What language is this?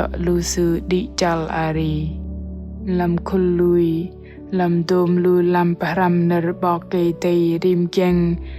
Bahnar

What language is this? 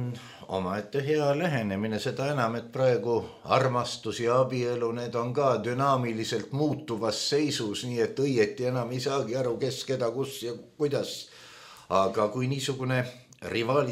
Estonian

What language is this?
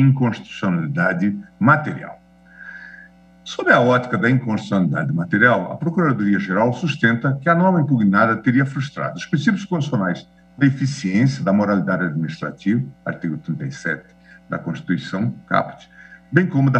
Portuguese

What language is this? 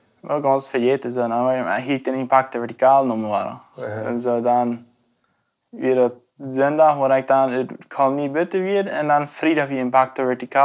Plautdietsch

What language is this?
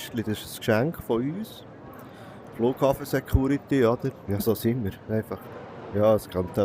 Swiss German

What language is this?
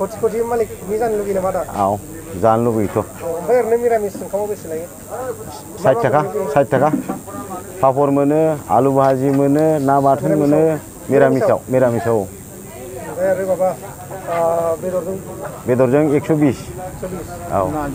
Bodo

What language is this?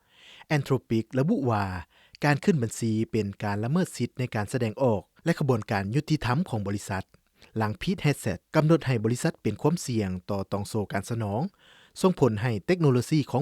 Lao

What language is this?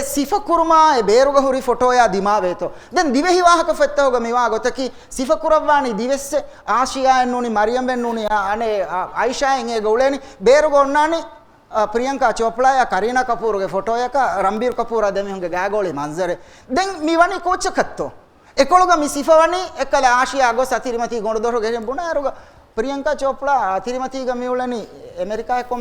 Divehi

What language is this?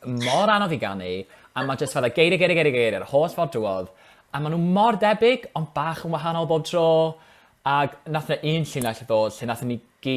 Welsh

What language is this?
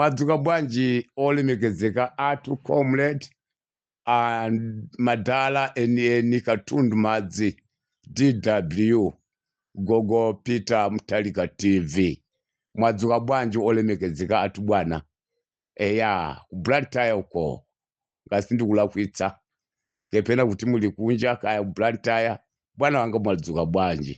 Nyanja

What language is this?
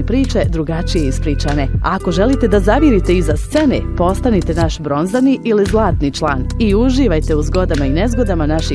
Bosnian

